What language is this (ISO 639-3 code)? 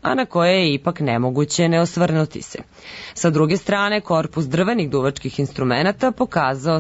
srp